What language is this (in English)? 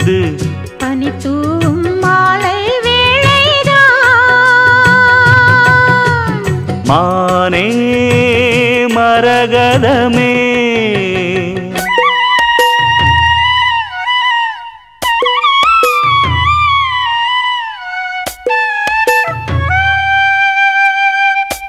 Tamil